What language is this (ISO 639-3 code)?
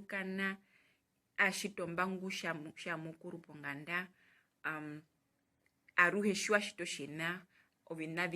her